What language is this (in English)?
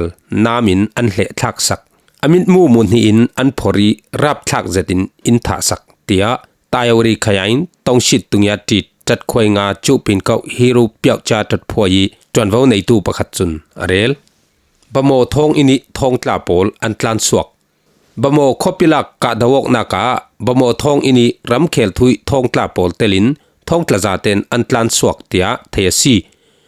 Falam Chin